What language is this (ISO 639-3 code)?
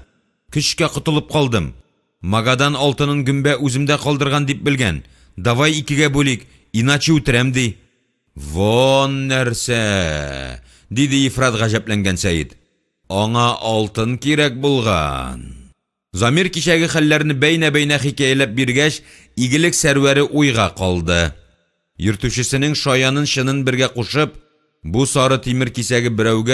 tat